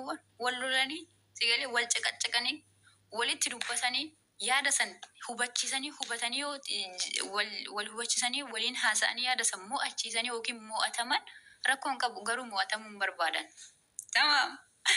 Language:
Oromo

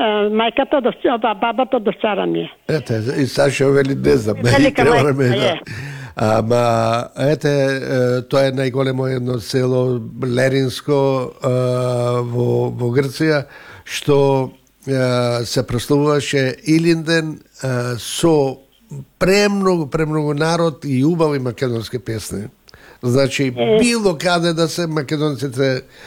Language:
Macedonian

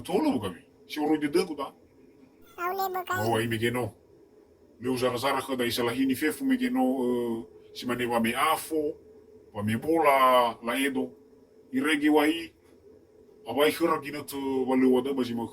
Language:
Nias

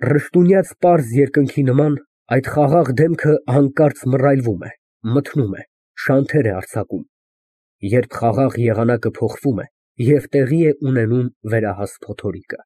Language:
Armenian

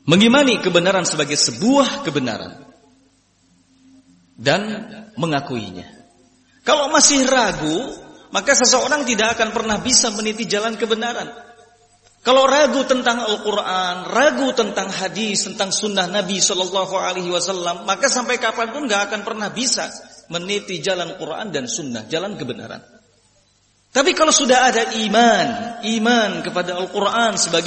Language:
Indonesian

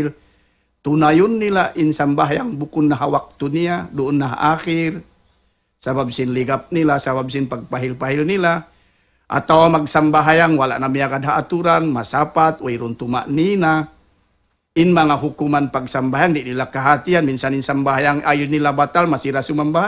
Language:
Tausug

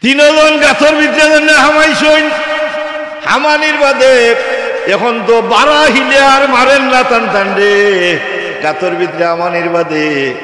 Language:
Sylheti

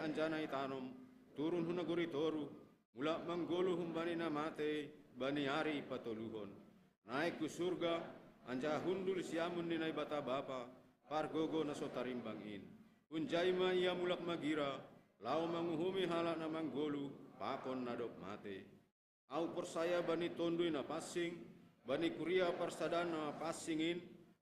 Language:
Batak Simalungun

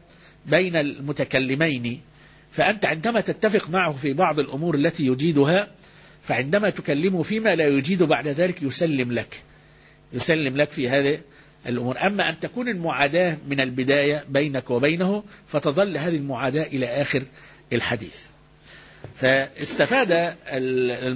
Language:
Arabic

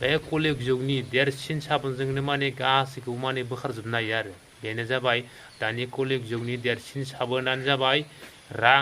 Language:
Bodo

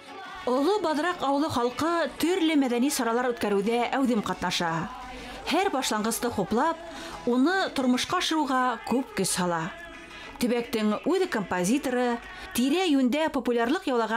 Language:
Bashkir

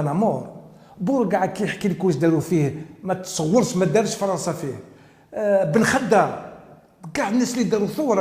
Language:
Algerian Arabic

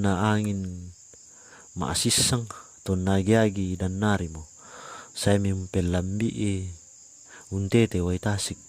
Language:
Toraja-Sa'dan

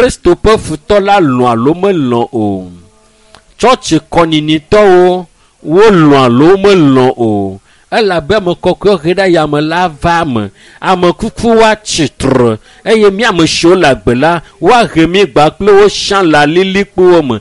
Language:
Ewe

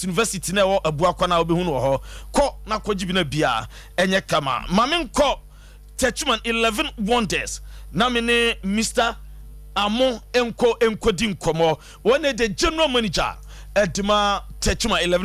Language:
Akan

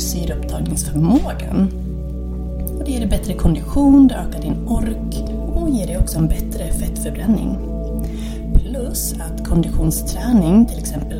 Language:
Swedish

